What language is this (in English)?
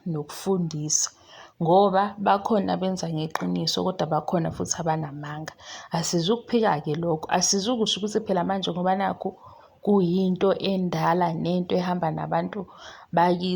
Zulu